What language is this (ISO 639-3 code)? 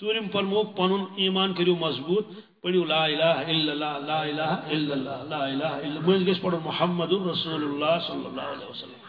kas